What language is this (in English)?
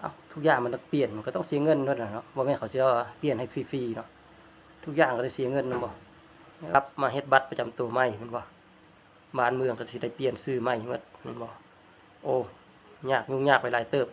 Lao